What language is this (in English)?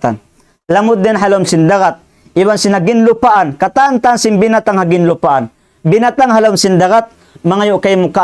Tausug